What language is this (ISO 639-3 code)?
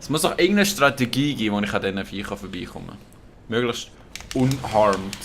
gsw